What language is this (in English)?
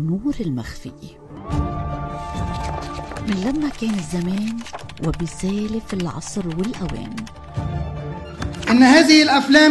North Levantine Arabic